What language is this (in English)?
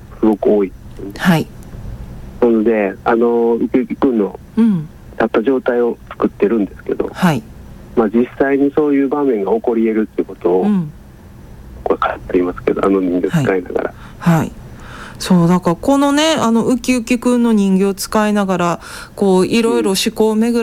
Japanese